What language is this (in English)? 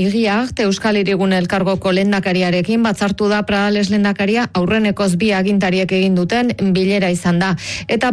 Basque